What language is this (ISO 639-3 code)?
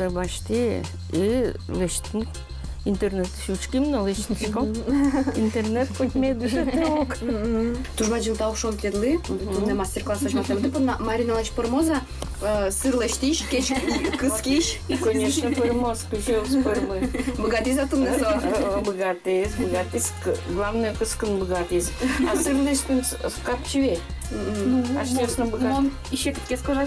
udm